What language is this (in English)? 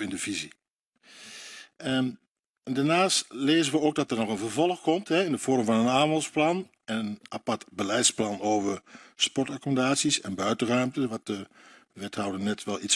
Dutch